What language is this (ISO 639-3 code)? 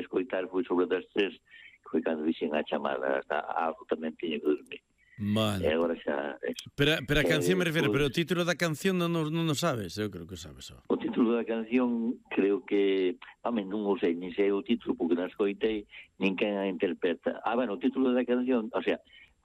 glg